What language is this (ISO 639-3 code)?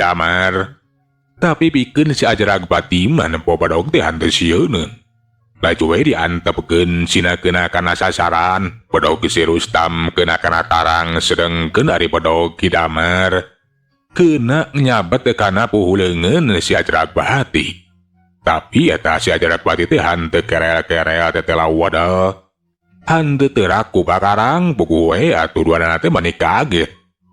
sun